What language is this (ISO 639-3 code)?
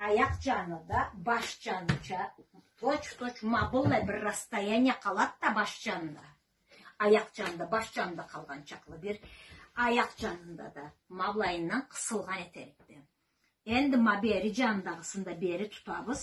krc